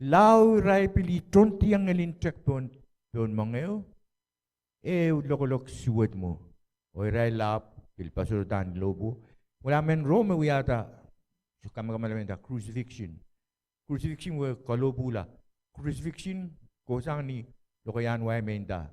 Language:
Pohnpeian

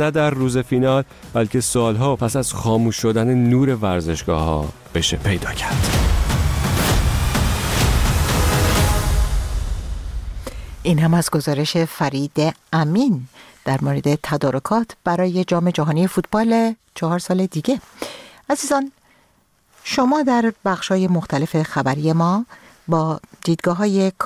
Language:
Persian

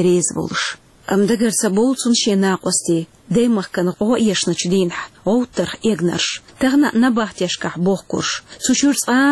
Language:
Chechen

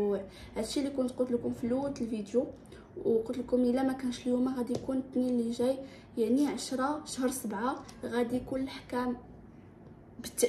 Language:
Moroccan Arabic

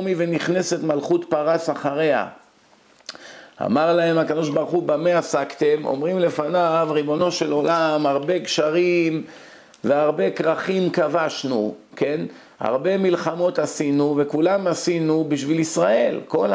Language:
Hebrew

